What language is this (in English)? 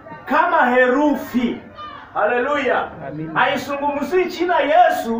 Swahili